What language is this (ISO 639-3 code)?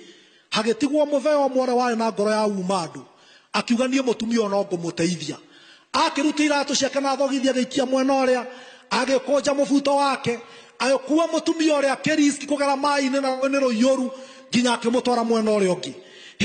kik